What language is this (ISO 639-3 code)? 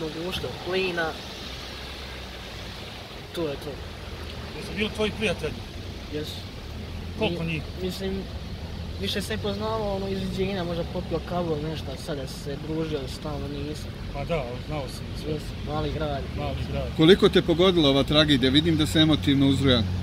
hrv